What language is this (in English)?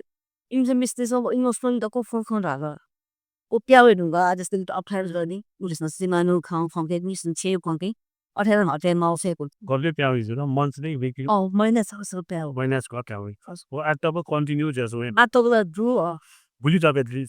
Newari